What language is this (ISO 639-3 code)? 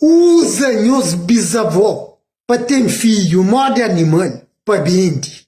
kea